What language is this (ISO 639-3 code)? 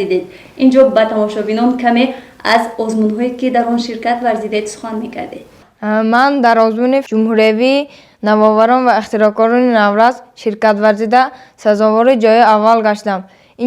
tgk